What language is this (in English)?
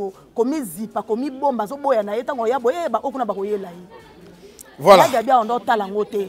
Lingala